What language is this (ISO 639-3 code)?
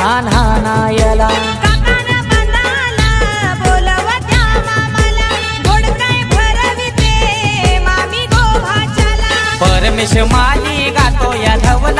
mar